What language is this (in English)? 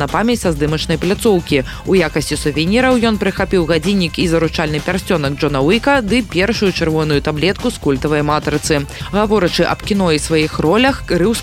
Belarusian